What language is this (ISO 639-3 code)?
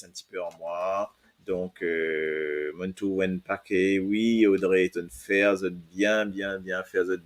mfe